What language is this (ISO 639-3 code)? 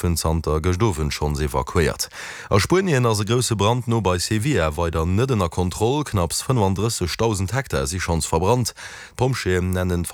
ltz